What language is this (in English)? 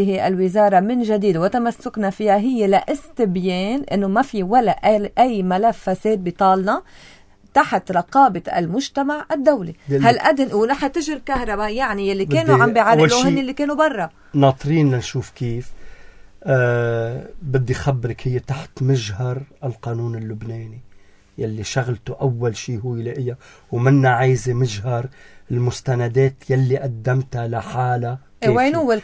North Levantine Arabic